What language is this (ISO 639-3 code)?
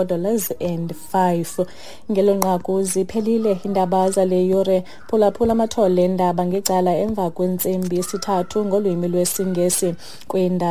xho